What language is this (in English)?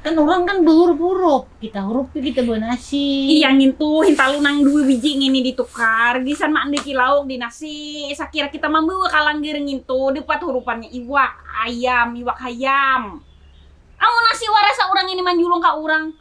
Banjar